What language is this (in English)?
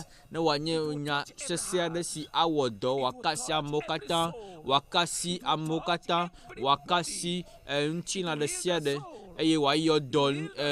Ewe